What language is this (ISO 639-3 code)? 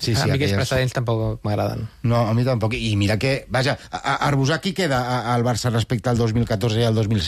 cat